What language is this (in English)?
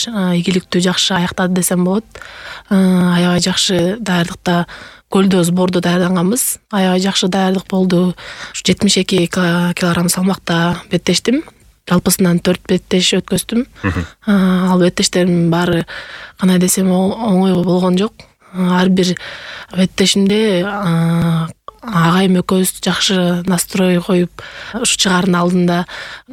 Kyrgyz